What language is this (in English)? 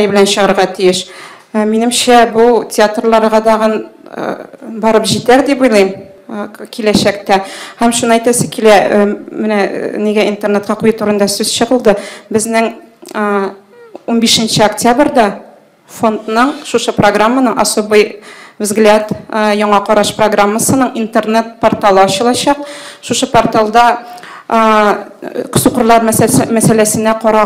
Tatar